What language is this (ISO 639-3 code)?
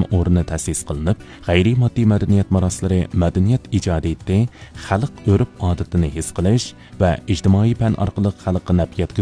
uig